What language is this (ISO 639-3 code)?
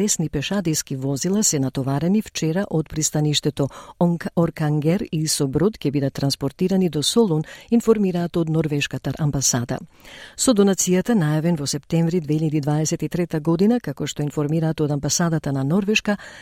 mkd